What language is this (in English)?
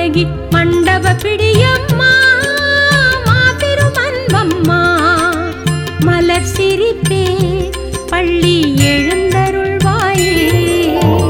Tamil